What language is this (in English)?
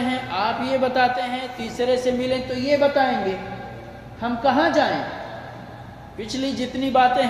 Urdu